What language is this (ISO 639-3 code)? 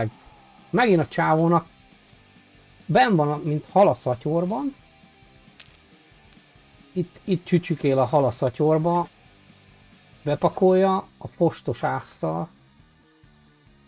hun